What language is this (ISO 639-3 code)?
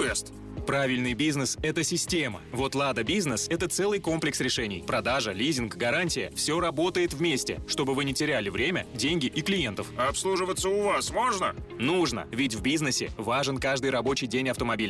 rus